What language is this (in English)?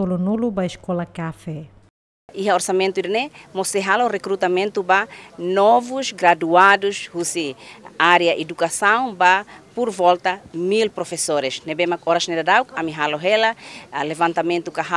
Tetum